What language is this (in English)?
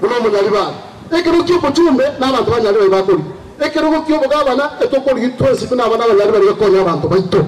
Gusii